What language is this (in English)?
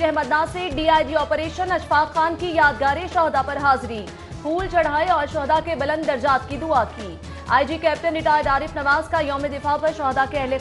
Urdu